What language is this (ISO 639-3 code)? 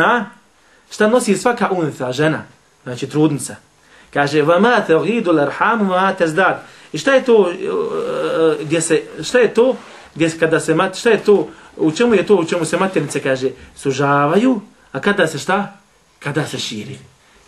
bos